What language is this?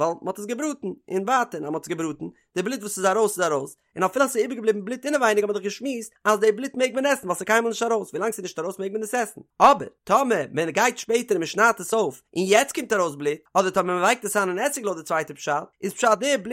Yiddish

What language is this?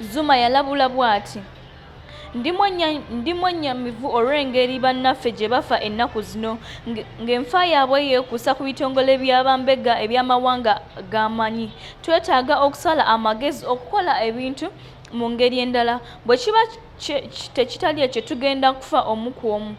Ganda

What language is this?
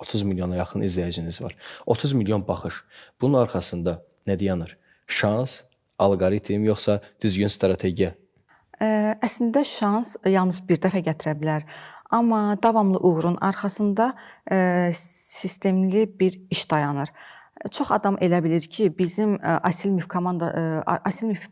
Azerbaijani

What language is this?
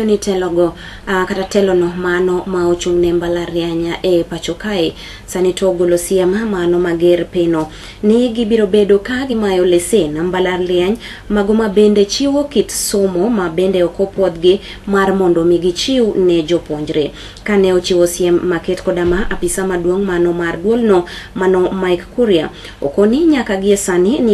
Luo (Kenya and Tanzania)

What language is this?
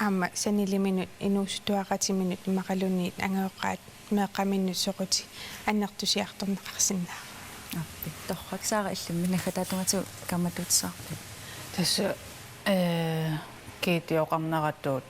Kalaallisut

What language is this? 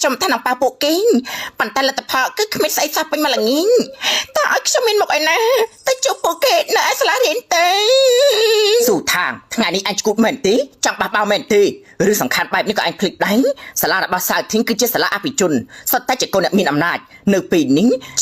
Khmer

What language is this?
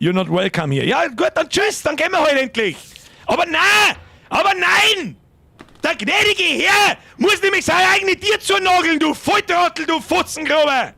Bavarian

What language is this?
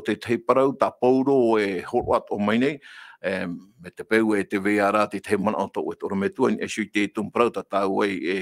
Tahitian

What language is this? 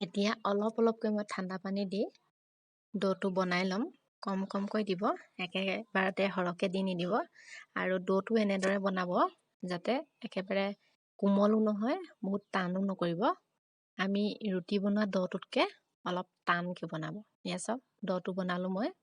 Assamese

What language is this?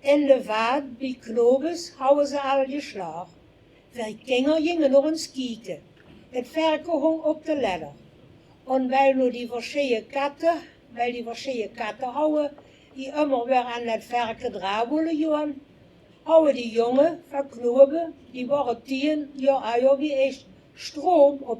Limburgish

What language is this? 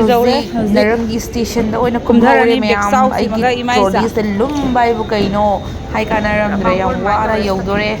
Manipuri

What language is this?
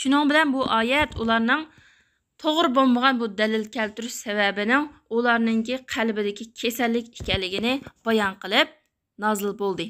Uyghur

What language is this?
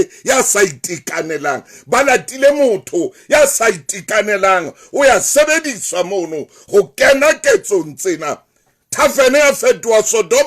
Southern Sotho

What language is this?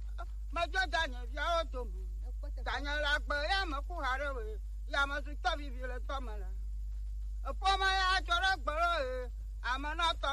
Gen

